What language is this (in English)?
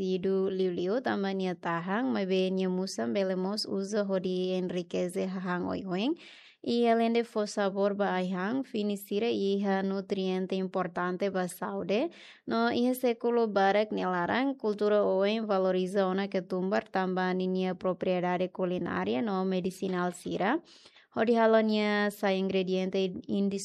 Tetum